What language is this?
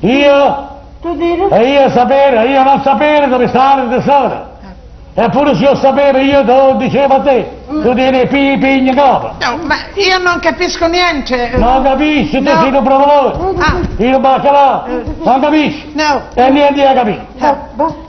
Neapolitan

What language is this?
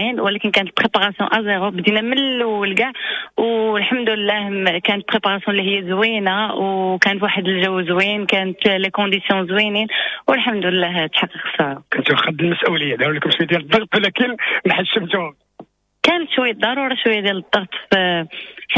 Moroccan Arabic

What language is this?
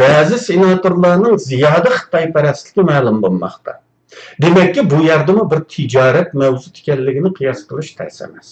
Uyghur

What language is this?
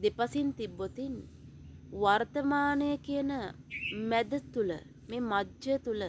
Sinhala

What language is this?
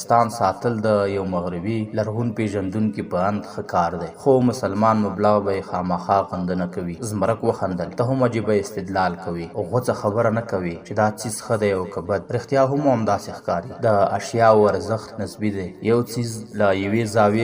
Pashto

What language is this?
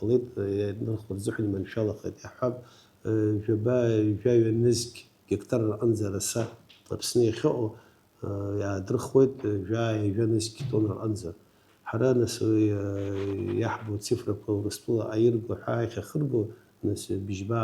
Abkhazian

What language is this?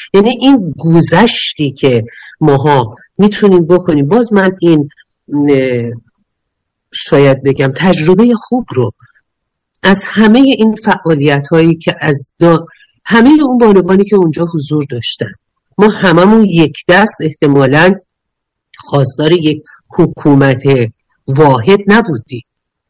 Persian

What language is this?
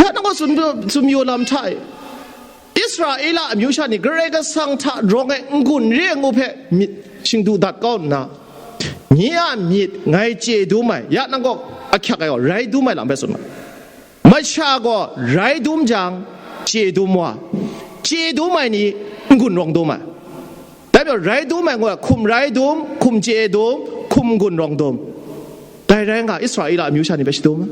Kachin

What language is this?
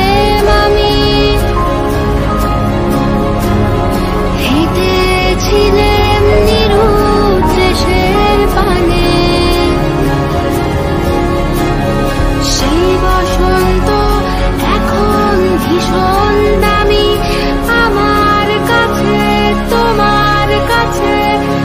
Bangla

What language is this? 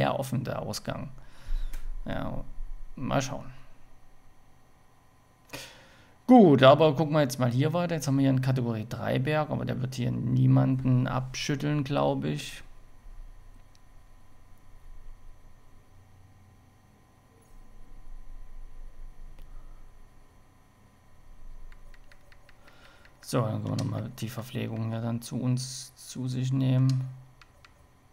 German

